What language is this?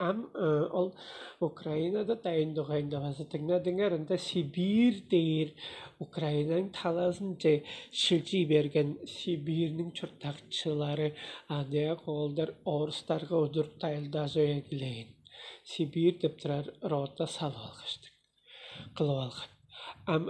Tuvinian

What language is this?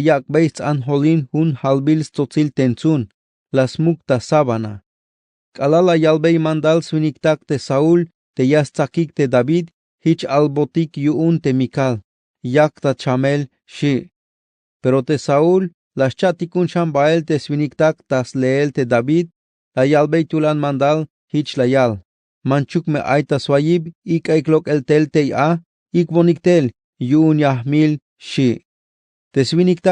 Tzeltal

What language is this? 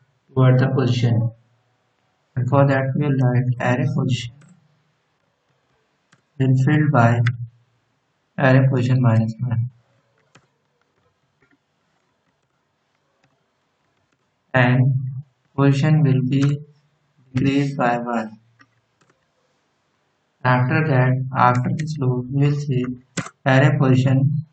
English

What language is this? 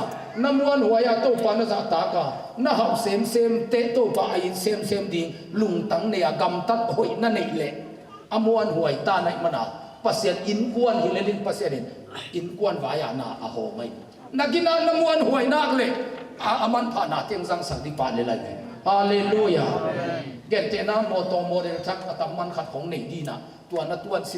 Tedim Chin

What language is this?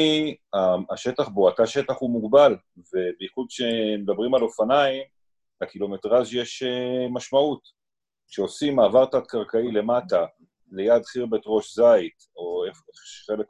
Hebrew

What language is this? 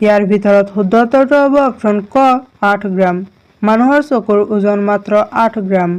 Assamese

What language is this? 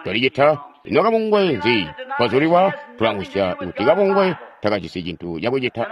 Tonga (Zambia)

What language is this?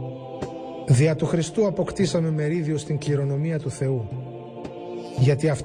Greek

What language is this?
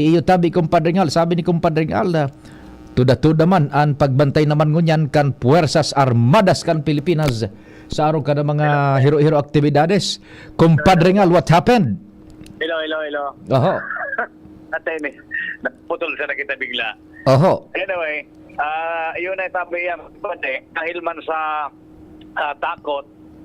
Bikol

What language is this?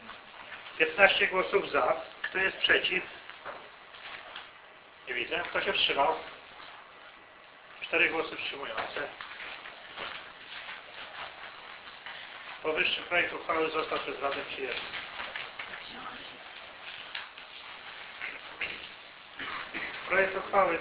Polish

